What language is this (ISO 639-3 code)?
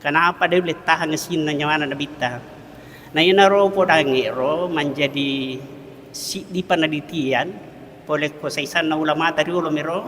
bug